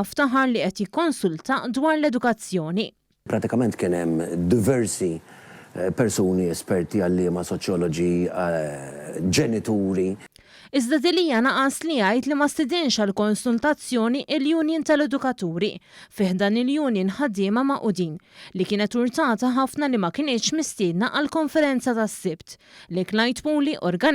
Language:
Maltese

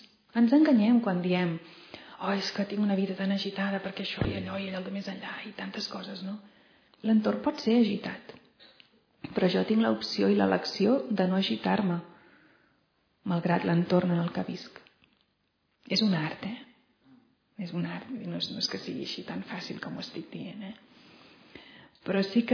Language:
Catalan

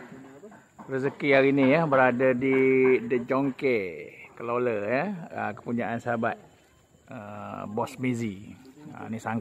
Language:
Malay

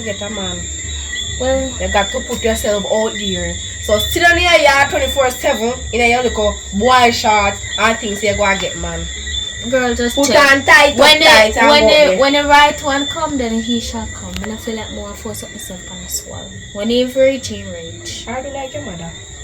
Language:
Jamaican Creole English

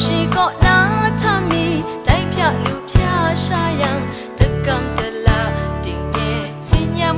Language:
Kachin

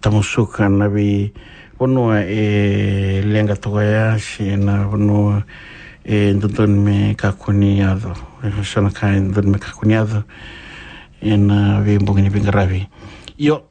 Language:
Fijian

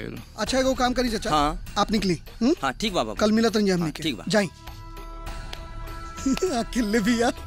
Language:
Bhojpuri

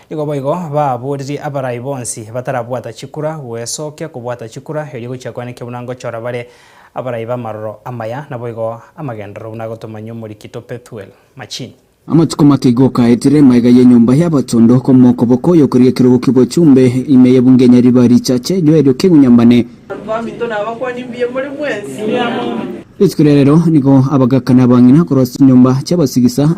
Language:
Gusii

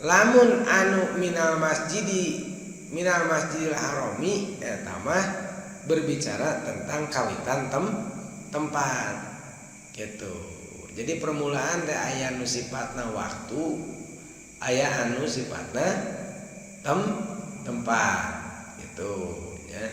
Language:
Sundanese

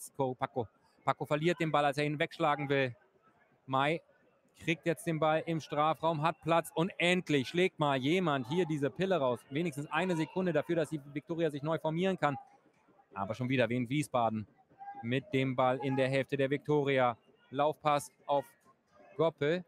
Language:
German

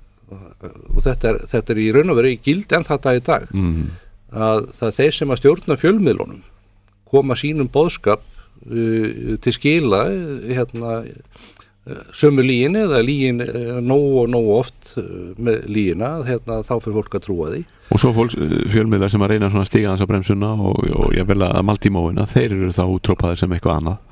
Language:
Icelandic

